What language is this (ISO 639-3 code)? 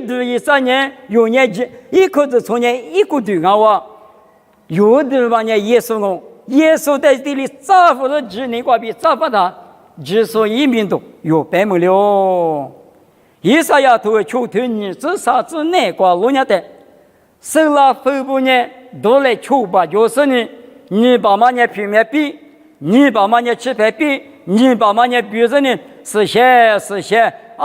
lis